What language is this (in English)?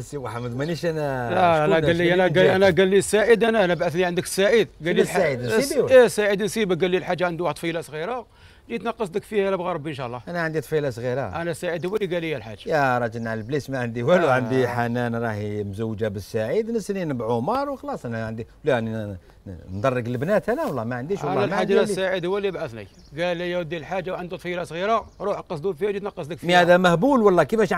Algerian Arabic